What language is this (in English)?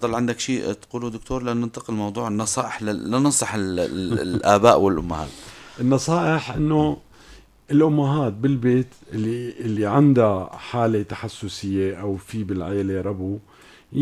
North Levantine Arabic